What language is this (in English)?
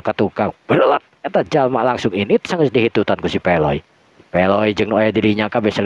Sundanese